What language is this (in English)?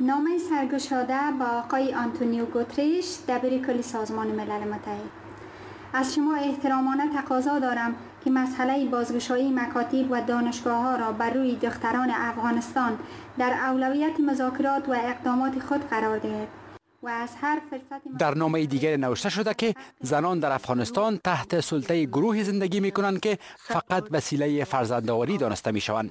Persian